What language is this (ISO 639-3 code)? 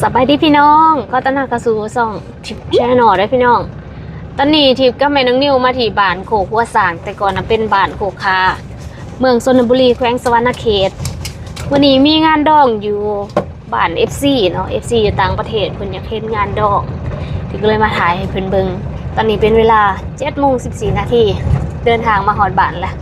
lao